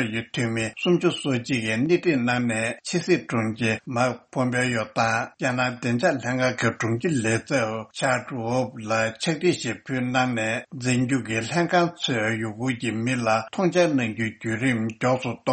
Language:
Tibetan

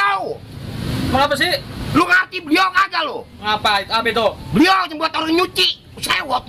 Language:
Betawi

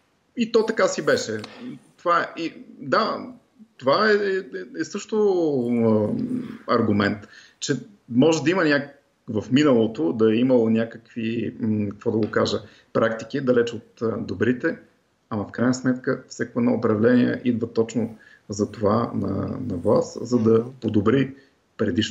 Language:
Bulgarian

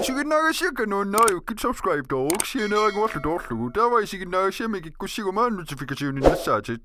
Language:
Kalaallisut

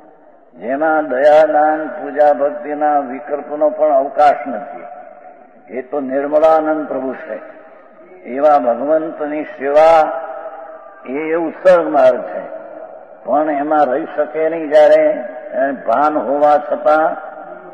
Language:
Gujarati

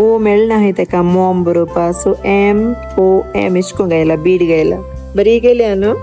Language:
Konkani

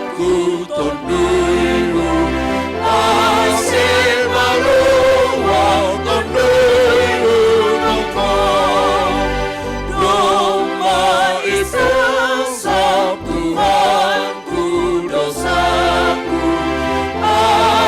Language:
Batak Simalungun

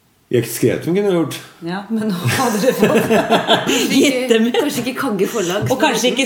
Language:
Norwegian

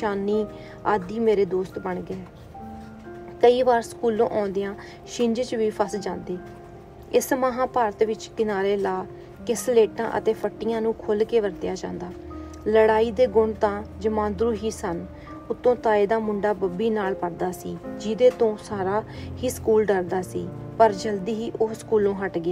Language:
Punjabi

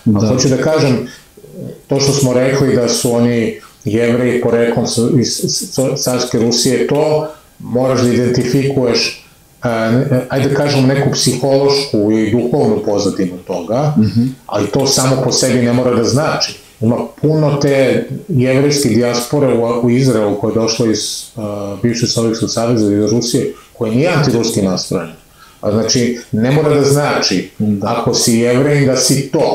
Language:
Serbian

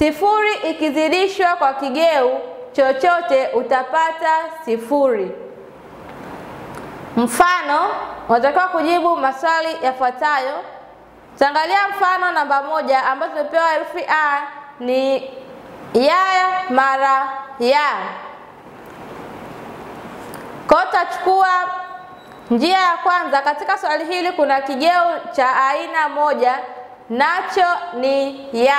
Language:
Swahili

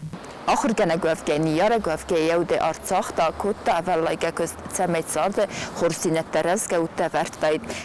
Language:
Ossetic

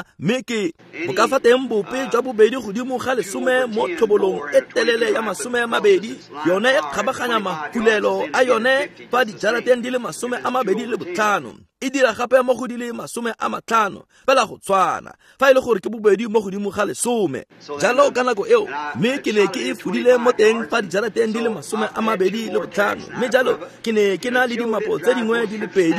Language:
Tswana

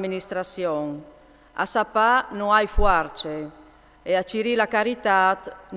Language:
Friulian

